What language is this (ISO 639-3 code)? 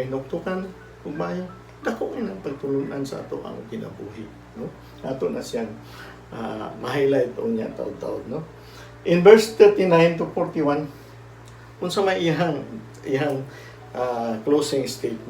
ceb